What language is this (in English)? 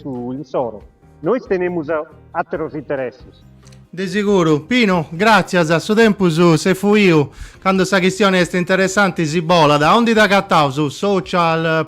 Sardinian